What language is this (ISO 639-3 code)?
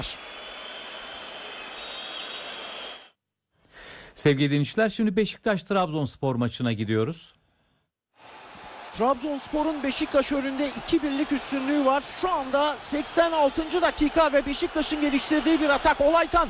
tur